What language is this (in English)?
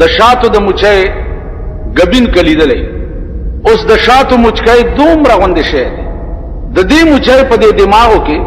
Pashto